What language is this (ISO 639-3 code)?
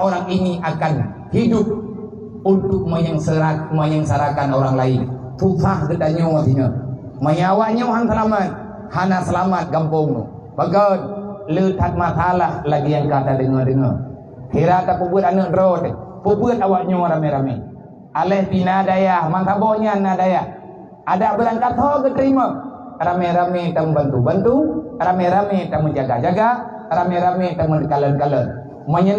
ace